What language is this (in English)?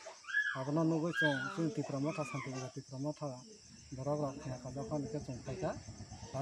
Kok Borok